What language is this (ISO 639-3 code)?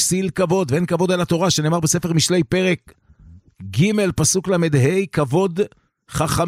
heb